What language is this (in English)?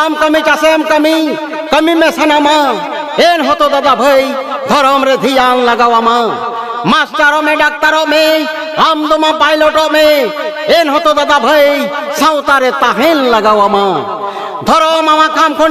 Santali